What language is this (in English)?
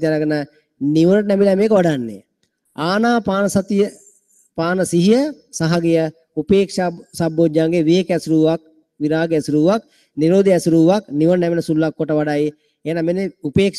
Sinhala